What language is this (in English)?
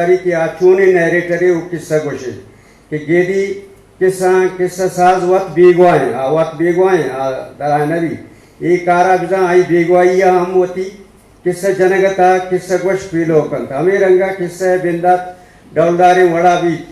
Eastern Balochi